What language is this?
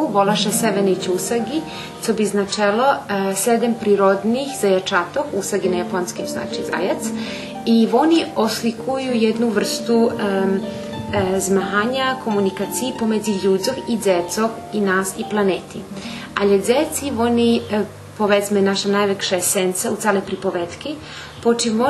Rusyn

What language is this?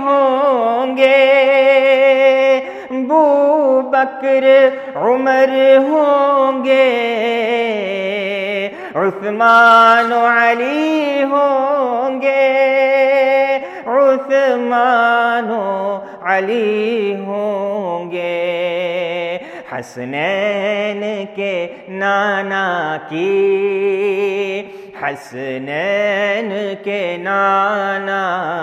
Urdu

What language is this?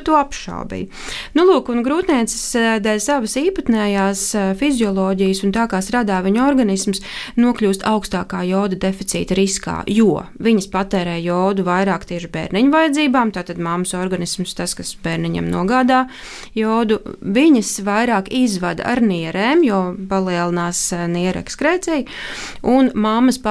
Latvian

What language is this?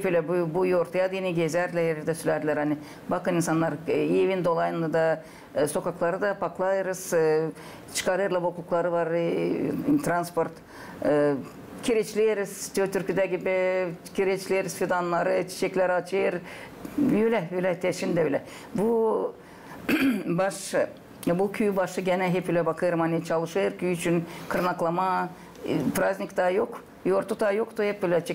Gagauz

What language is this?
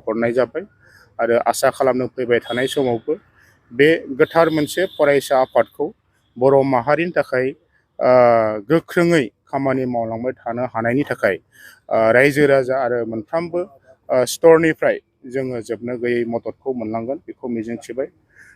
Bodo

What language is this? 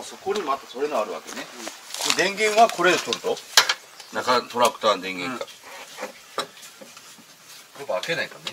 Japanese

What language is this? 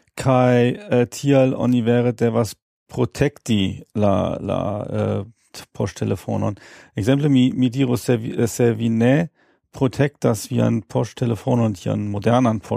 Esperanto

